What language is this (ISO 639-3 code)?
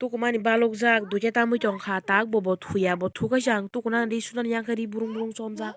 trp